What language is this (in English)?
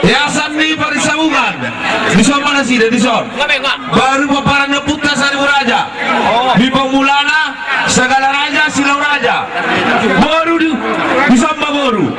Batak Toba